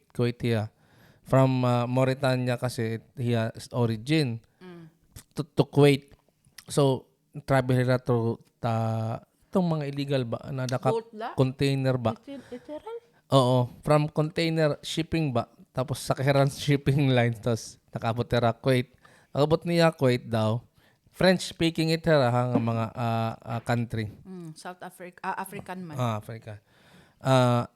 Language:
Waray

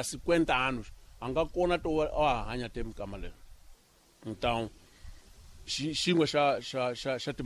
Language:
Tsonga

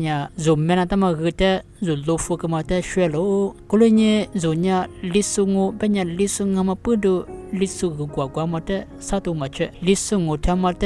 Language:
Lisu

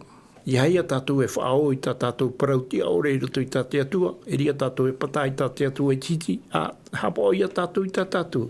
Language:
Tahitian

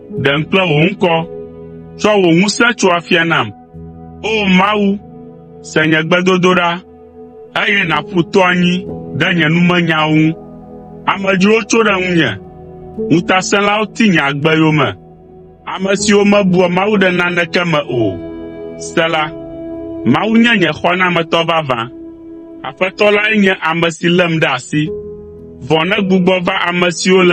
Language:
Ewe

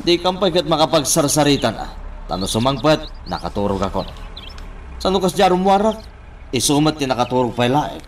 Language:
Iloko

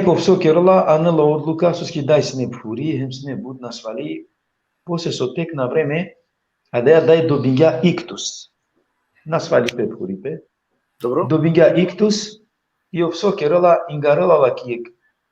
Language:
Balkan Romani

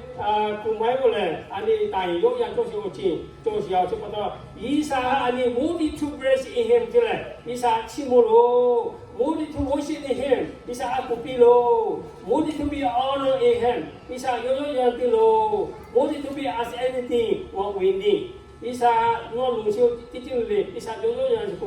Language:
Lahu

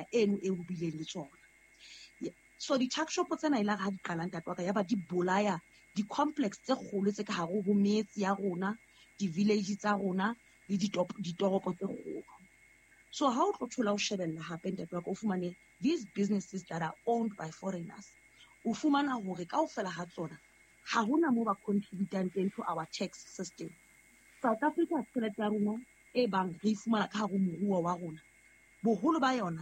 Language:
Southern Sotho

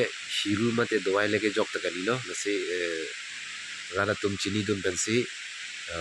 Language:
Karbi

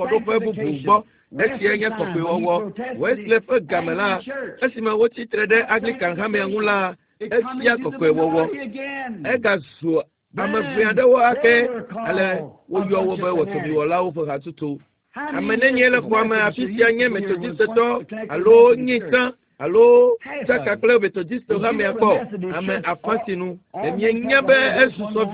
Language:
Ewe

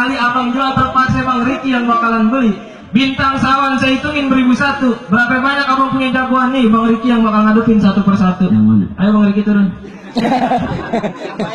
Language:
Betawi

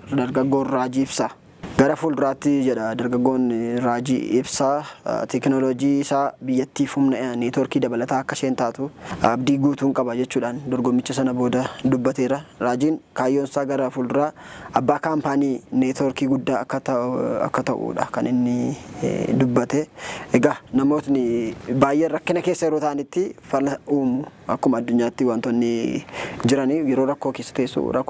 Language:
Oromo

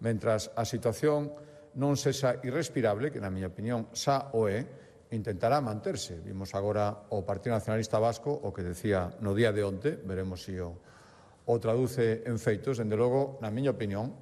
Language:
Galician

